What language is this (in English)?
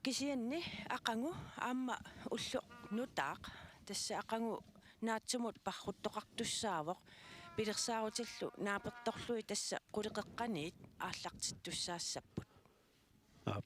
Kalaallisut